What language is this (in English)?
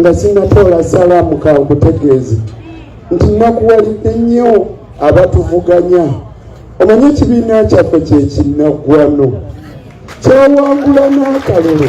Ganda